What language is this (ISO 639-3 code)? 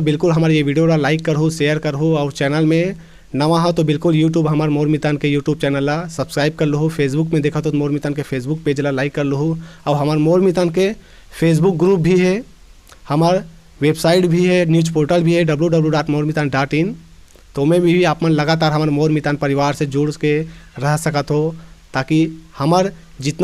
hne